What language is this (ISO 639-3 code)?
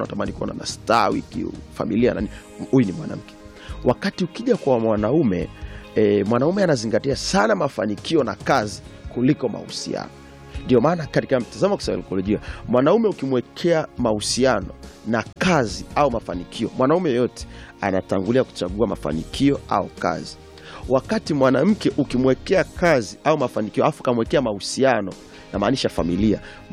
swa